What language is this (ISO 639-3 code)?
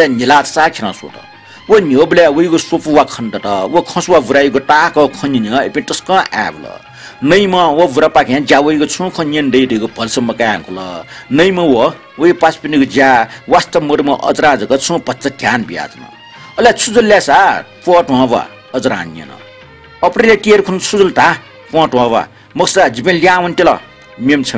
new